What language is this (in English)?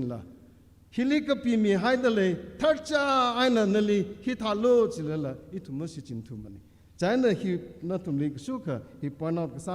Tangkhul Naga (India)